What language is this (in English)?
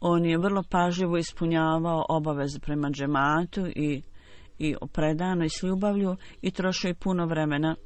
Bosnian